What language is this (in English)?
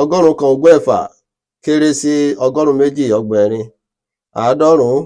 Yoruba